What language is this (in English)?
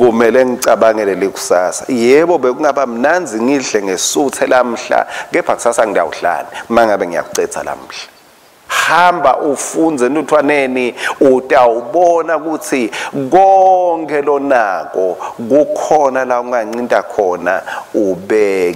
Swati